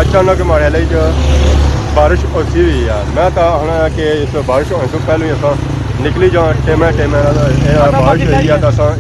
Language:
Pahari-Potwari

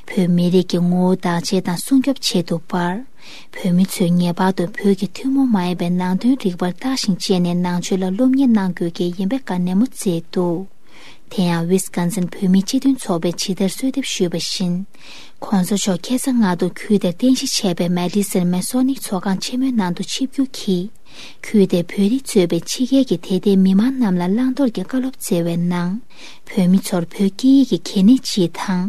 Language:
Tibetan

